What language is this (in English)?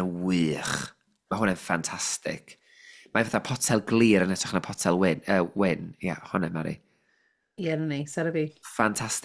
Welsh